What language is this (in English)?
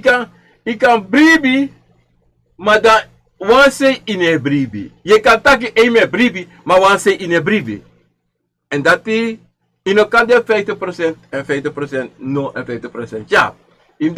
Sranan Tongo